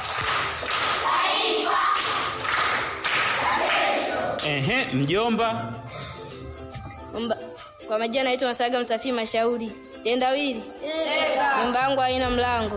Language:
Swahili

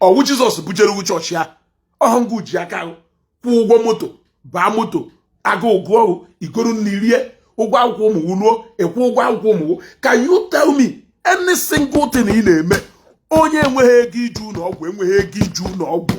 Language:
Igbo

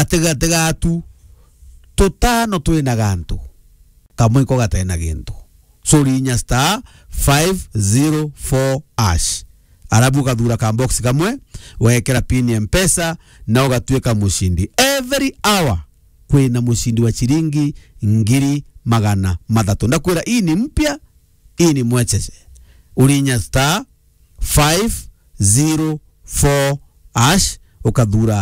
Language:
Meru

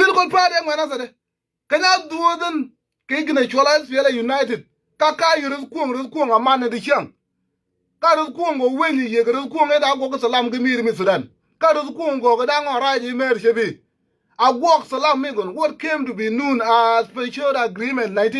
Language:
Nuer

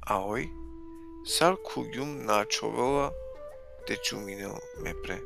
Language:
Balkan Romani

